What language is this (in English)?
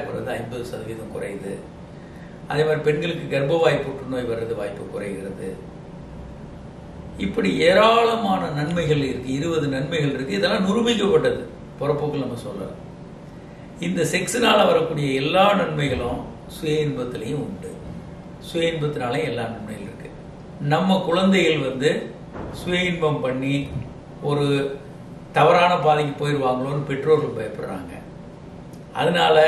Tamil